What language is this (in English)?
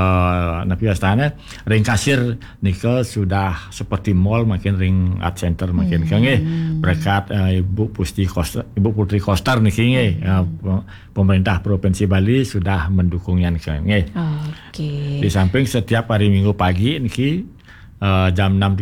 Balinese